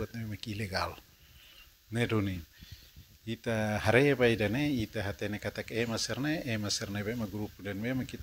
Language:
Tetum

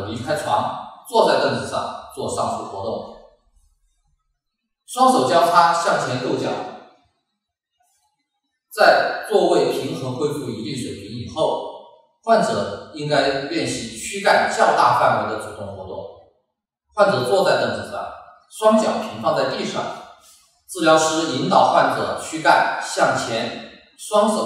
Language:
Chinese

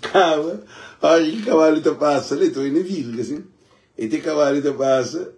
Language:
Kabuverdianu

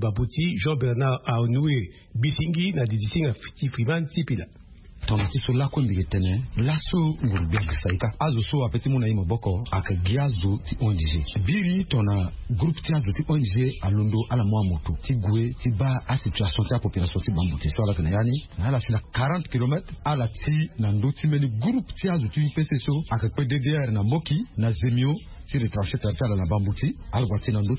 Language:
Sango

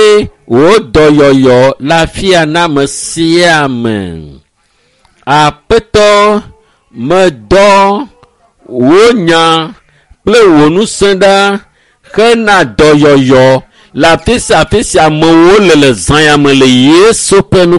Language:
Ewe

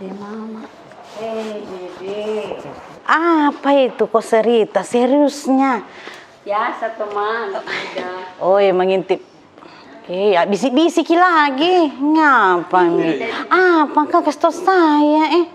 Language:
Makassar Malay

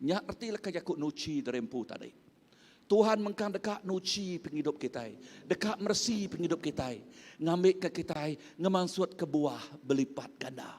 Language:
Iban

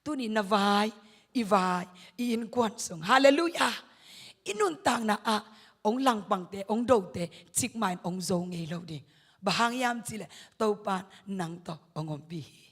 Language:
Tedim Chin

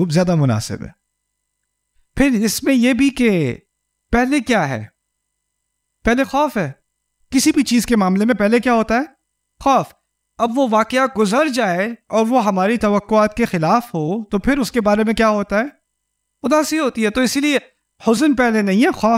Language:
Urdu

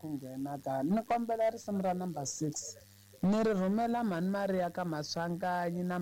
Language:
Tsonga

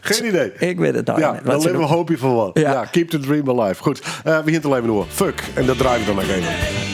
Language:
Western Frisian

